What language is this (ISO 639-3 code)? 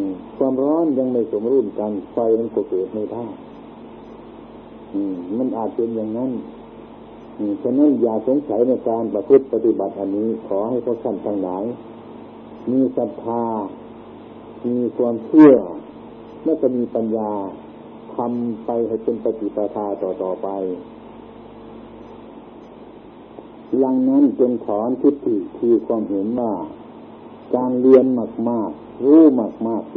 tha